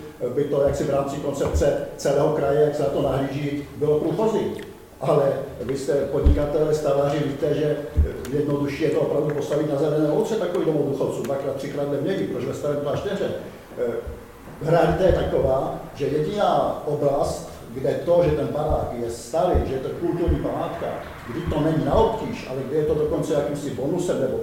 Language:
Czech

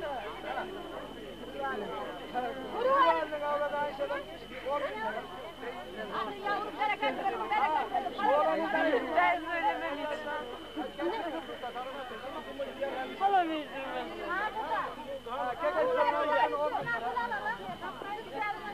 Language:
Turkish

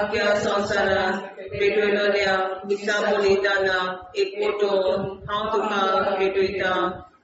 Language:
Konkani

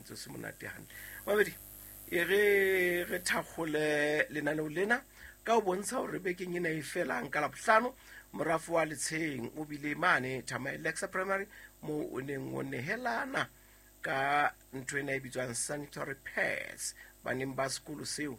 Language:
Southern Sotho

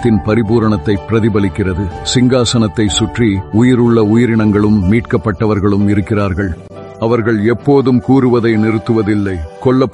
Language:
Tamil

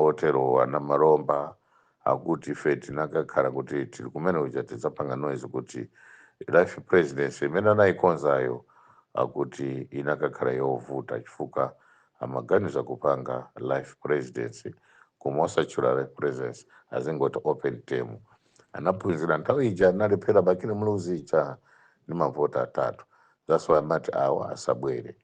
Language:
Nyanja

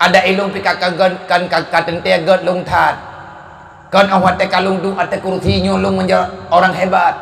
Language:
Achinese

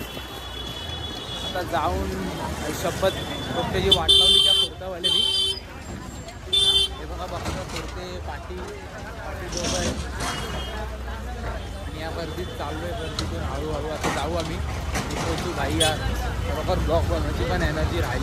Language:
Marathi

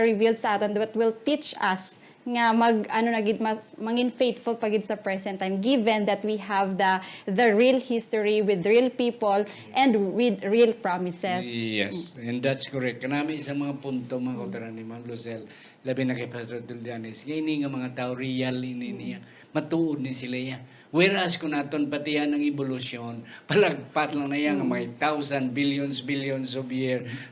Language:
Hiligaynon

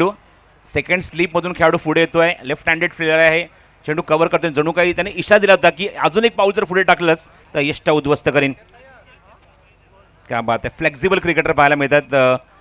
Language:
Marathi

